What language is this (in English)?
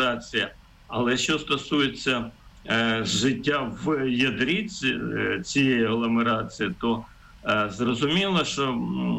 Ukrainian